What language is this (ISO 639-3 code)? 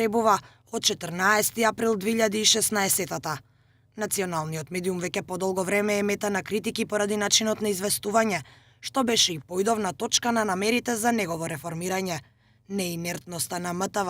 mkd